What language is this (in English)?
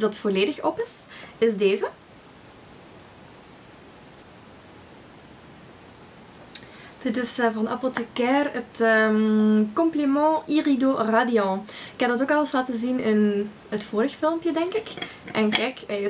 Dutch